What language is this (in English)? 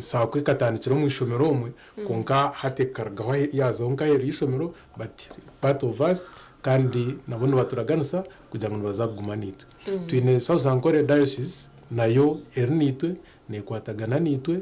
Nyankole